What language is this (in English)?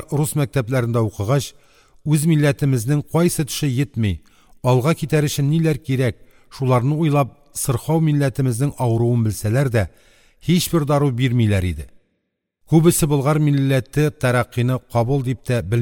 Tatar